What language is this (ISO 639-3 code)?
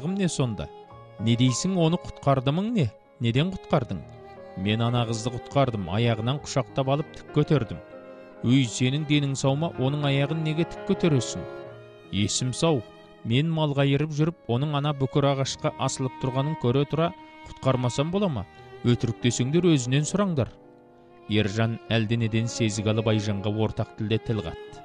kaz